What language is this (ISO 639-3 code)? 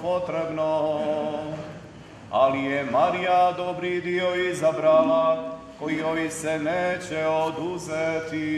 hrv